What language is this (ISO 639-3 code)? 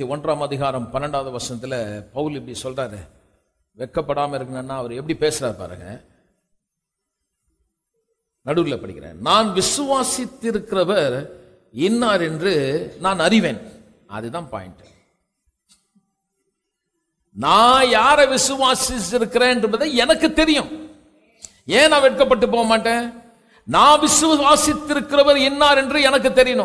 tam